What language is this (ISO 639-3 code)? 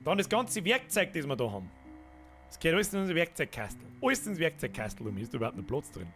bar